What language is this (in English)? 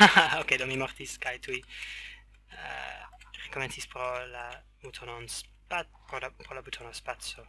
Esperanto